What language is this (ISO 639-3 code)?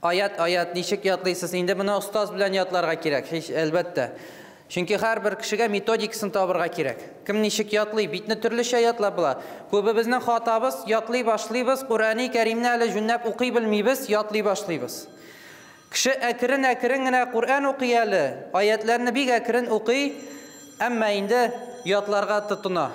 tat